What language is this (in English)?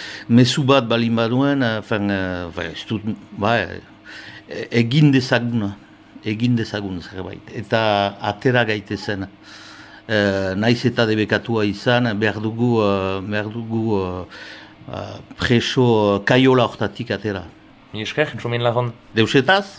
Basque